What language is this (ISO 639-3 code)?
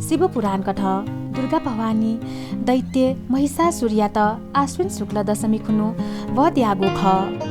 new